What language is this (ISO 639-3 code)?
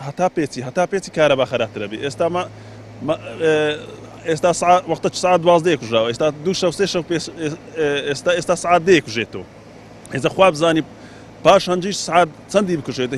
ckb